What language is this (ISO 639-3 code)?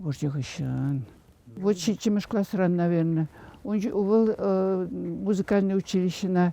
chv